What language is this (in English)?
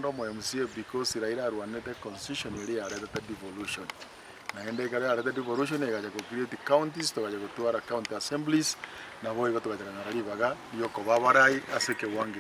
Gusii